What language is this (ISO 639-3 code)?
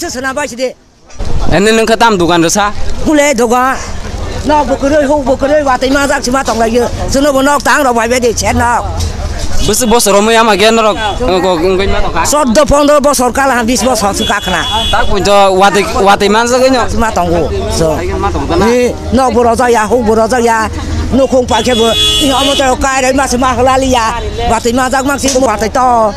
trp